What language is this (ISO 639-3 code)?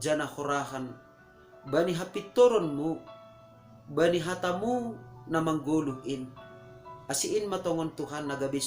bts